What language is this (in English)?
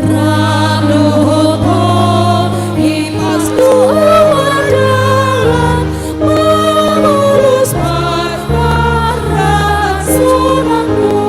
Batak Toba